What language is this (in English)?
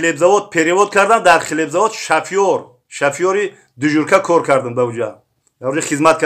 Tajik